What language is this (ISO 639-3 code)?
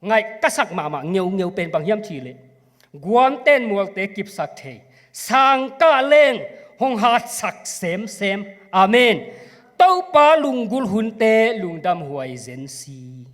ctd